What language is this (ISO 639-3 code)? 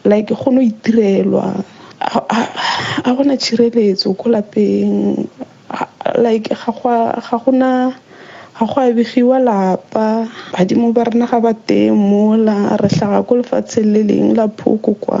nso